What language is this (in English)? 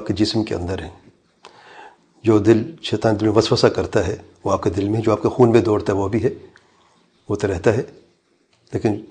Urdu